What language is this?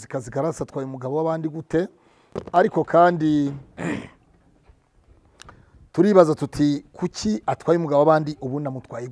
Kinyarwanda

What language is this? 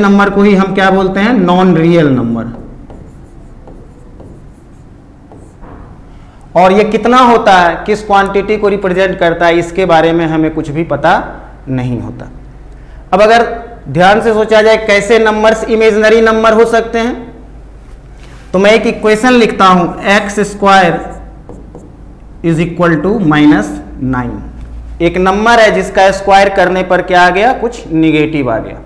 Hindi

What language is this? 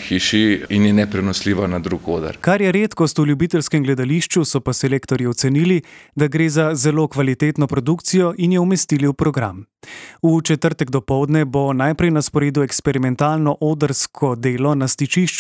Slovenian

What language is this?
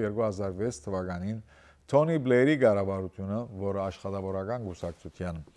Western Armenian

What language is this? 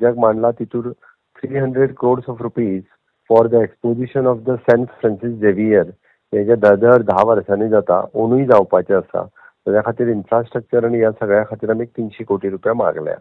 Konkani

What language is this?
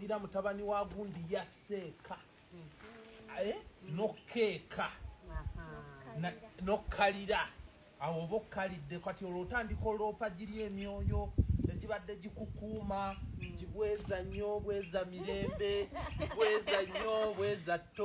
Ganda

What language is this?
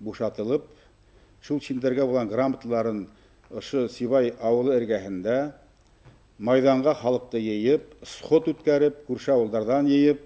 Bashkir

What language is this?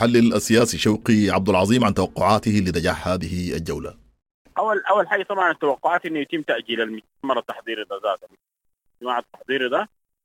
Sudanese Arabic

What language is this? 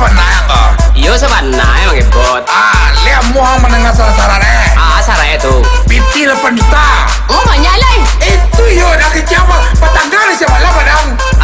Minangkabau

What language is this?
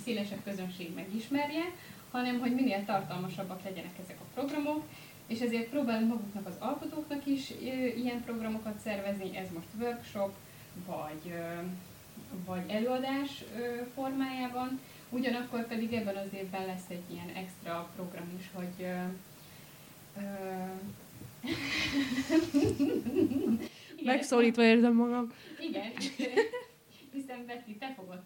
Hungarian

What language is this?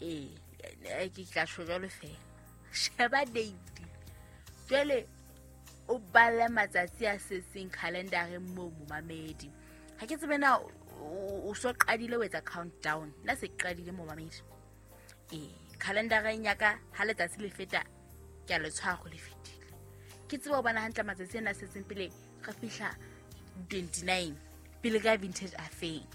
Southern Sotho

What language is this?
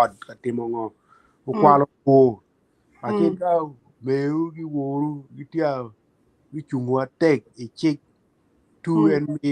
Acoli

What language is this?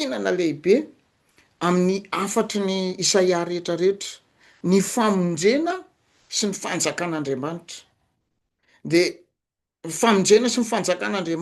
Malagasy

